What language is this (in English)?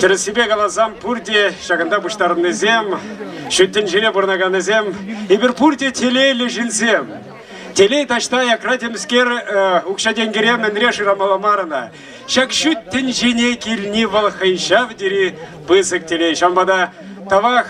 Chuvash